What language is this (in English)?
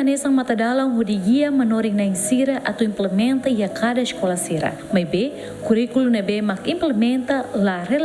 Tetum